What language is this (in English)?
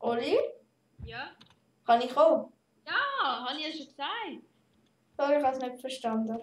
Swiss German